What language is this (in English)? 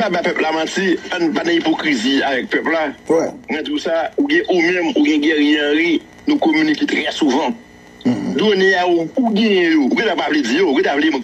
Haitian Creole